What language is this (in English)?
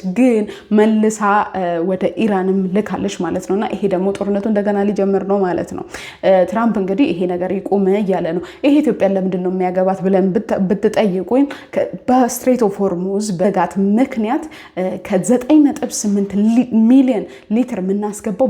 Amharic